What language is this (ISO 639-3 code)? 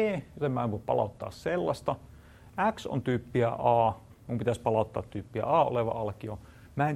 fin